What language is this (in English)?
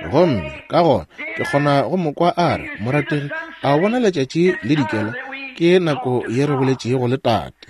Northern Sotho